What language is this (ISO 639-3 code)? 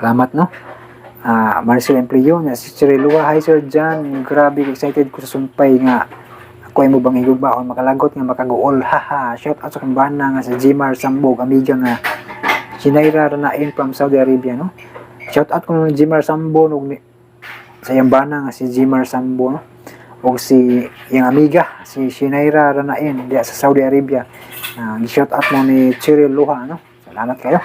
ceb